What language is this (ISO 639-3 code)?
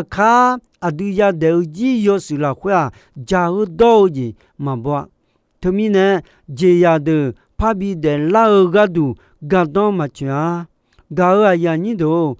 ahk